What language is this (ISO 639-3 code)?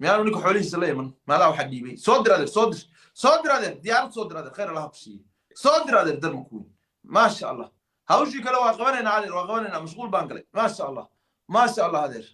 som